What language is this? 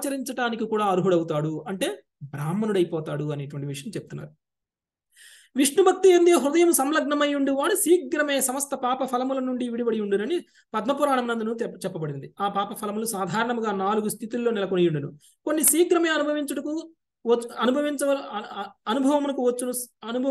Telugu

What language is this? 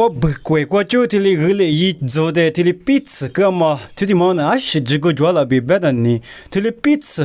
Lisu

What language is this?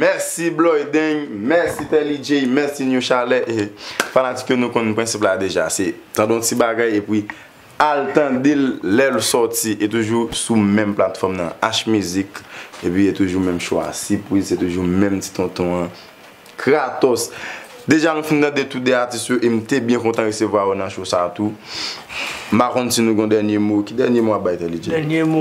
Haitian Creole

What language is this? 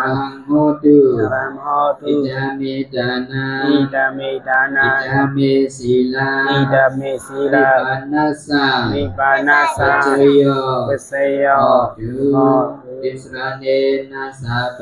Shan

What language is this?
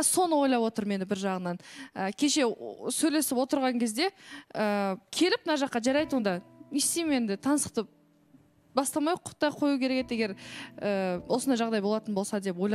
Kazakh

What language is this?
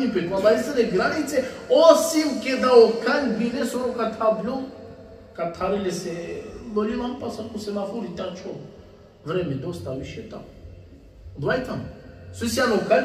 Balkan Romani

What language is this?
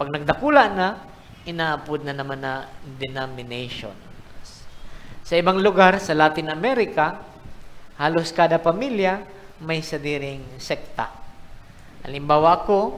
Bikol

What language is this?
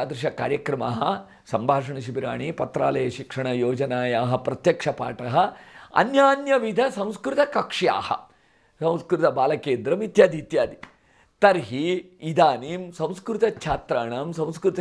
Sanskrit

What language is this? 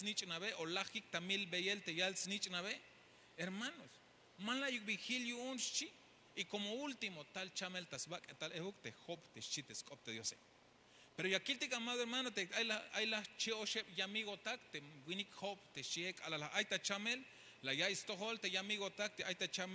Tzeltal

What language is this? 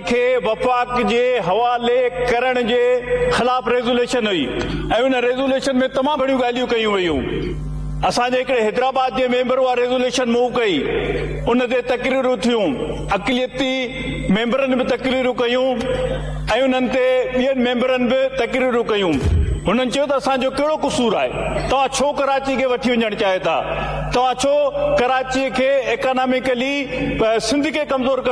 Sindhi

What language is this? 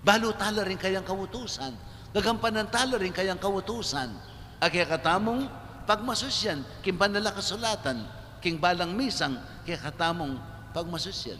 Pampanga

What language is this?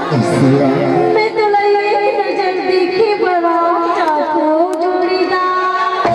Chhattisgarhi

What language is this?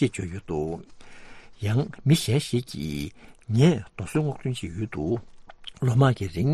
Tibetan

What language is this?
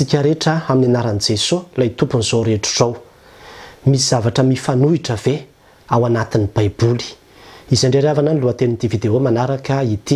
Malagasy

